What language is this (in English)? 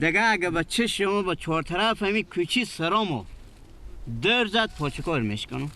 Persian